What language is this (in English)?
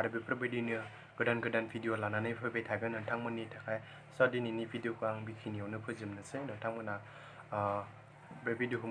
Bodo